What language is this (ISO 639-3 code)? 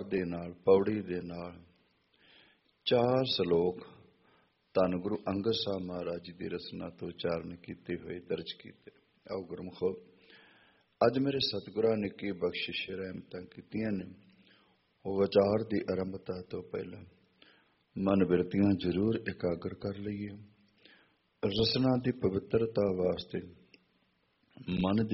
pan